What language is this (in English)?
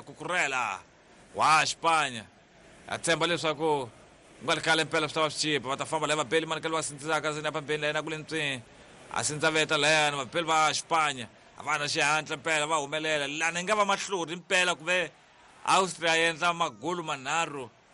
Tsonga